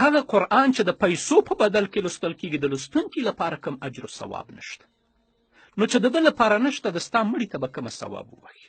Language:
Pashto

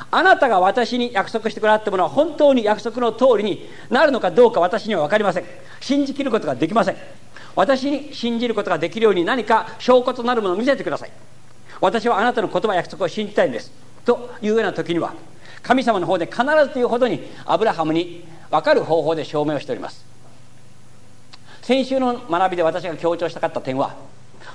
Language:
Japanese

